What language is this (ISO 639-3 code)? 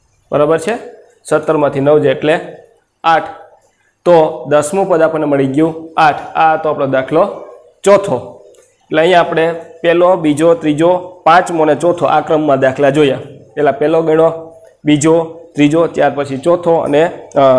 guj